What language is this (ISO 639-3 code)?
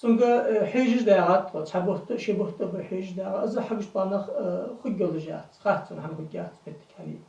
inh